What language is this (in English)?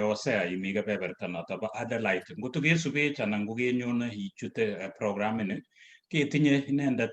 Kalenjin